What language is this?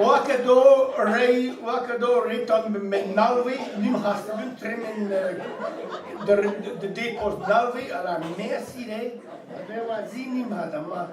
Breton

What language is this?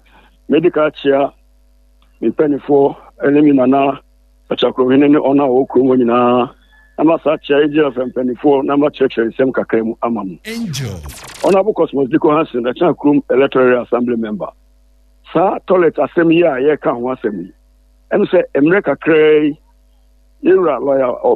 Akan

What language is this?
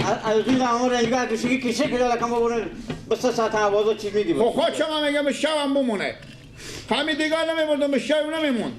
Persian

